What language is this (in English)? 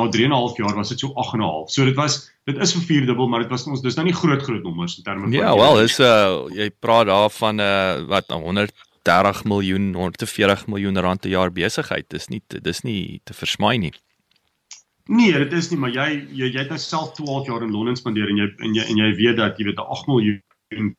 Afrikaans